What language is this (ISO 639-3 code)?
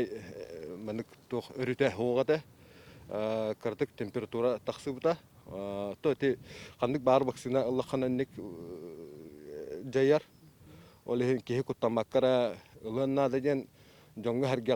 sah